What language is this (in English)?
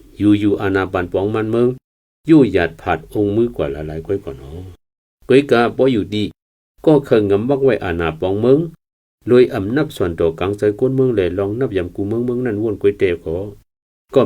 Shan